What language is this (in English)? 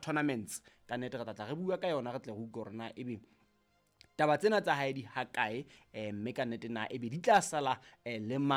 Southern Sotho